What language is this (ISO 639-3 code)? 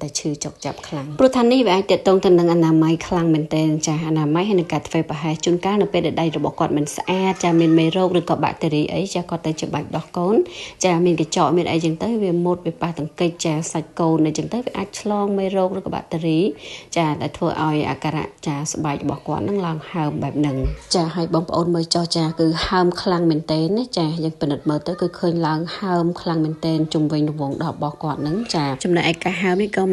khm